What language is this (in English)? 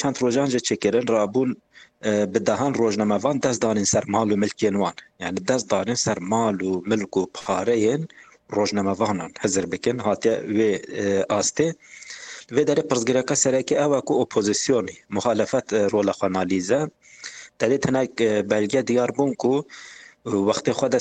Kurdish